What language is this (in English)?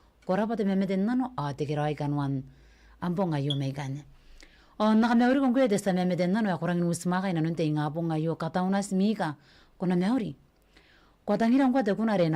Gilbertese